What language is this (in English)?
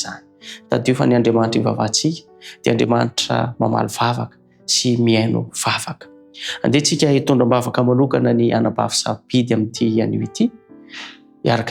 Malagasy